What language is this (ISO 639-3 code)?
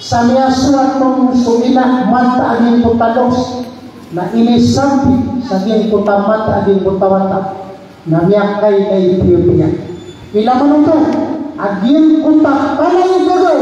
mrw